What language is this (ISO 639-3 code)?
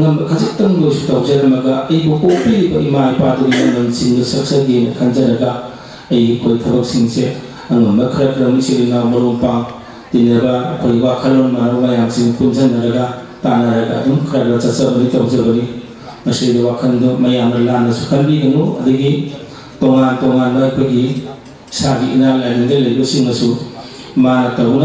mni